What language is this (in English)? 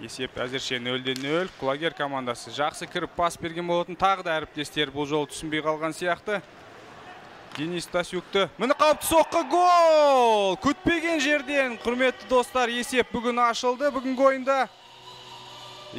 Kazakh